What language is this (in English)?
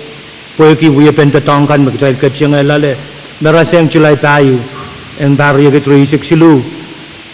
Pohnpeian